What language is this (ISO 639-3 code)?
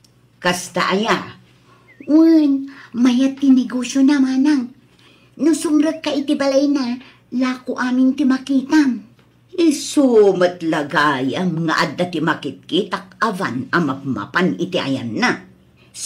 ilo